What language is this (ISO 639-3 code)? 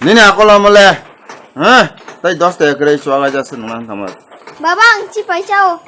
trp